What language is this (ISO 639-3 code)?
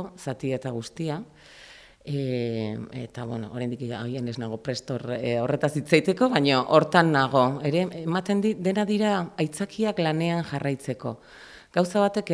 eus